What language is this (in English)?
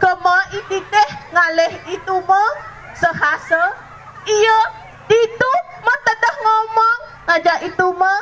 Balinese